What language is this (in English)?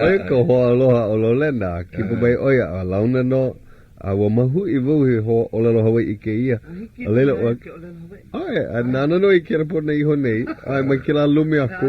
Hawaiian